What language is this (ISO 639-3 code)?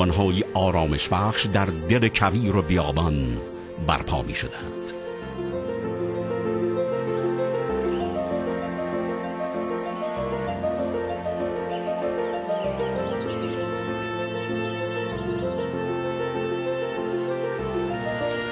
fas